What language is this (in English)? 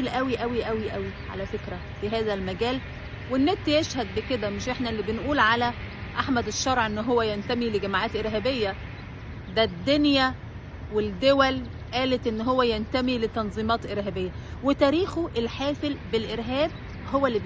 Egyptian Arabic